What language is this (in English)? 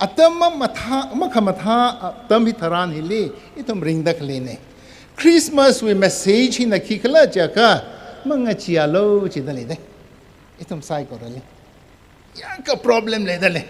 Tangkhul Naga (India)